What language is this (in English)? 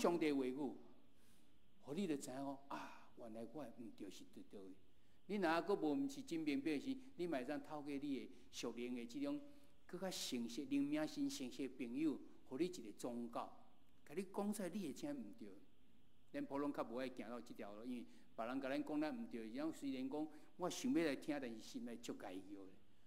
Min Nan Chinese